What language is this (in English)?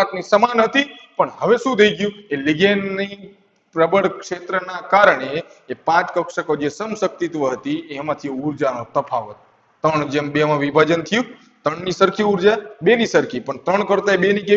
Gujarati